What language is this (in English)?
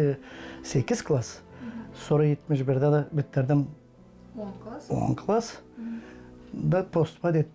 Gagauz